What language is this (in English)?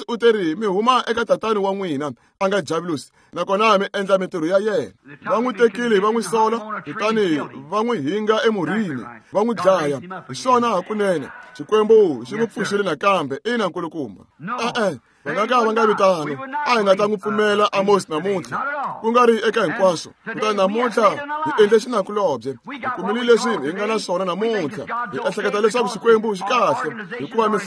Tsonga